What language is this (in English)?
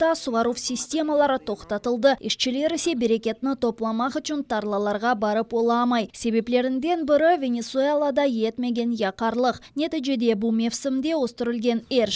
Crimean Tatar